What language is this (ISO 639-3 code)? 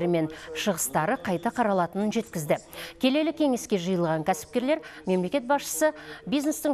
kaz